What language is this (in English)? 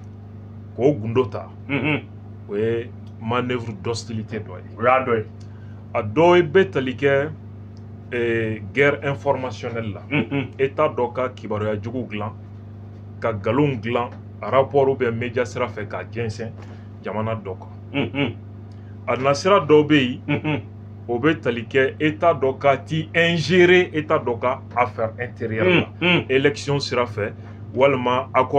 Bambara